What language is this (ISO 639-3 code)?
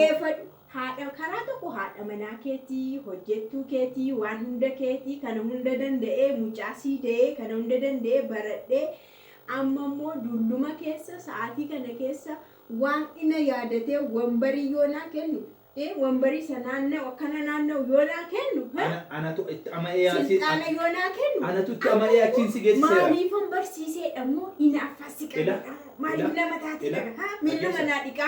orm